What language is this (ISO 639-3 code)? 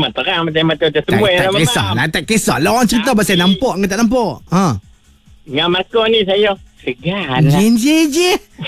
msa